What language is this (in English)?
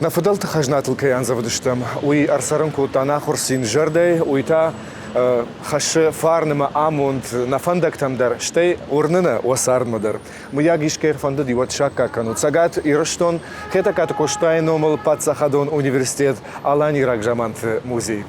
Ossetic